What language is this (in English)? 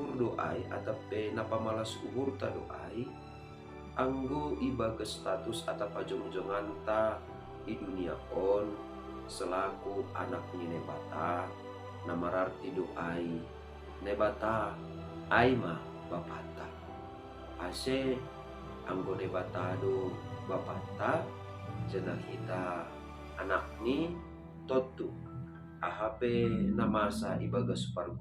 Batak Simalungun